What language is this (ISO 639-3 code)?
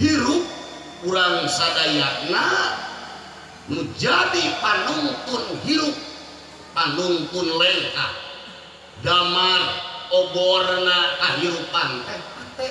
sun